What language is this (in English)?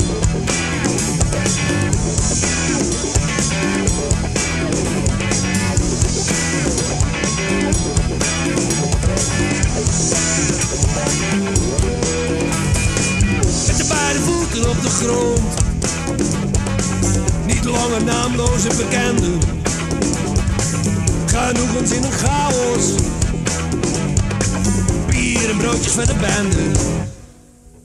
Dutch